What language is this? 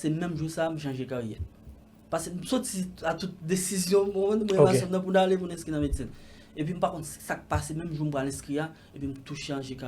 Haitian Creole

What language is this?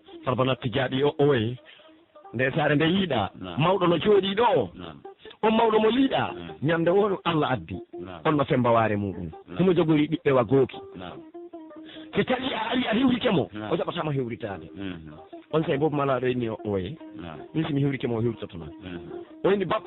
Pular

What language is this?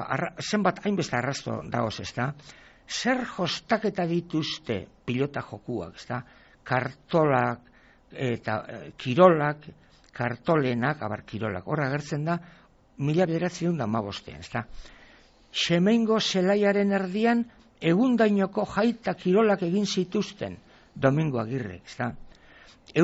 Basque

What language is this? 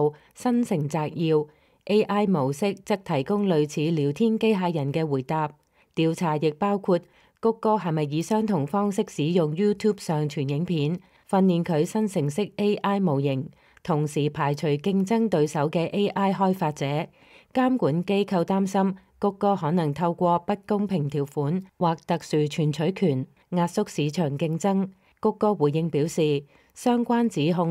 Cantonese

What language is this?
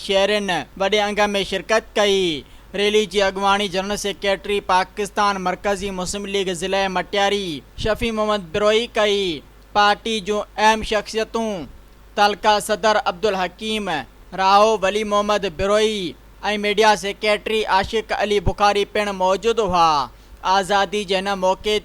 Sindhi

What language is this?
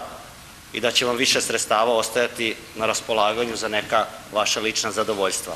Serbian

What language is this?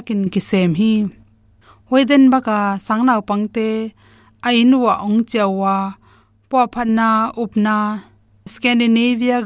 Tedim Chin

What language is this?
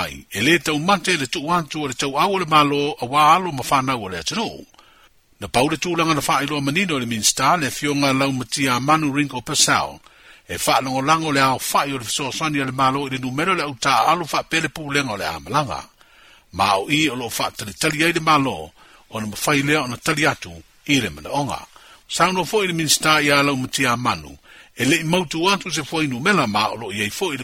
Samoan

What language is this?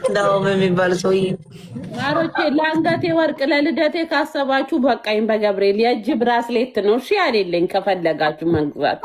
Amharic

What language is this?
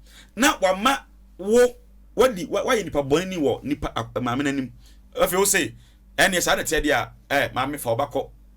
Akan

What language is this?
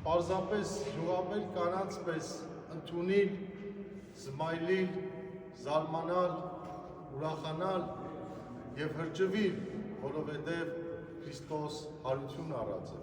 Western Armenian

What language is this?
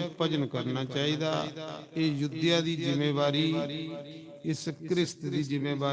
Dogri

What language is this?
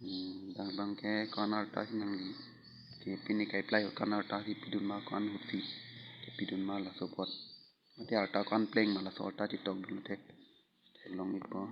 Karbi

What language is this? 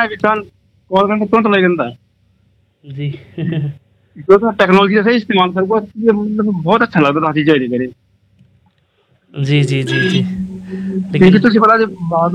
Hindi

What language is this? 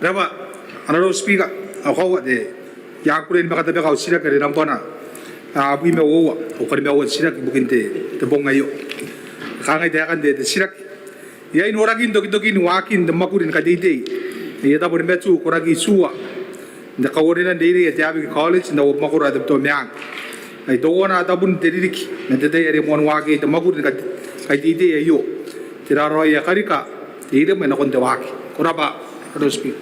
Gilbertese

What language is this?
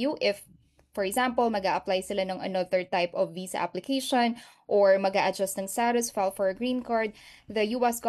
Filipino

